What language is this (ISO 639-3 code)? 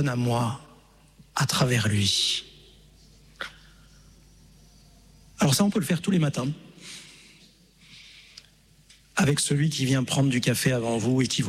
fra